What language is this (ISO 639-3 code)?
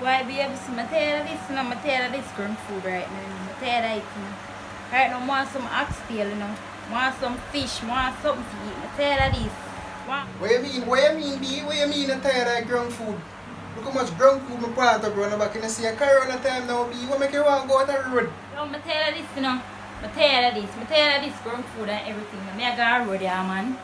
jam